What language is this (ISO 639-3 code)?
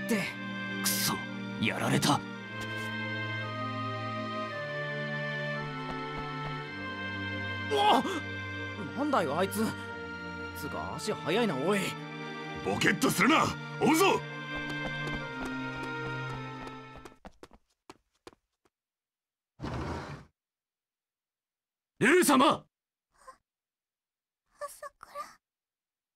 jpn